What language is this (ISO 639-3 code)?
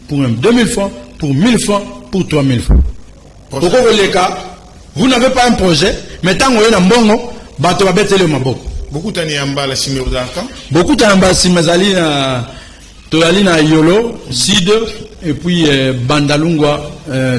lin